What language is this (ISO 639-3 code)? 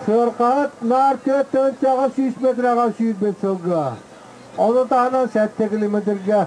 sah